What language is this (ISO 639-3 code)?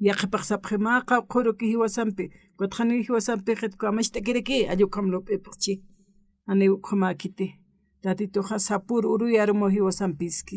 aym